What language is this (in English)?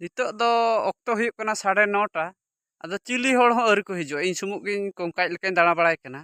Santali